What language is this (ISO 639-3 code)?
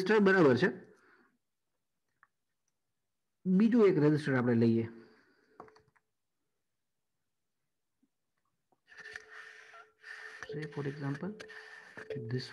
guj